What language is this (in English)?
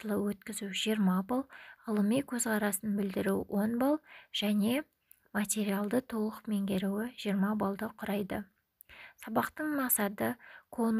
Kazakh